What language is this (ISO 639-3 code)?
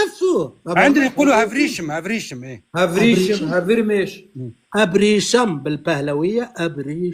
apc